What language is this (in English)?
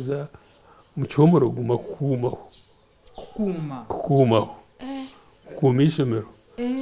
Nyankole